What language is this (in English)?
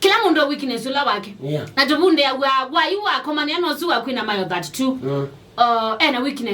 Kamba